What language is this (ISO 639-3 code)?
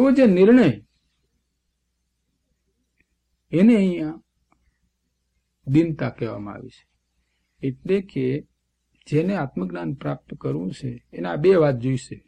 guj